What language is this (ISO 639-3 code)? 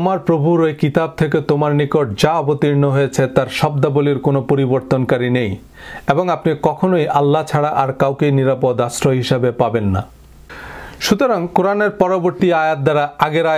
ben